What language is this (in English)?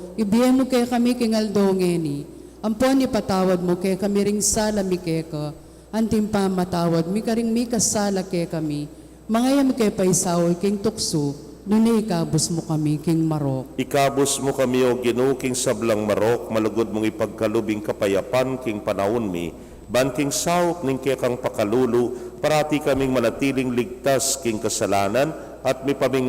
Pampanga